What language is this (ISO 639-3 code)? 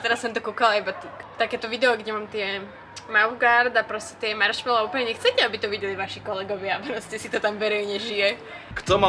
slk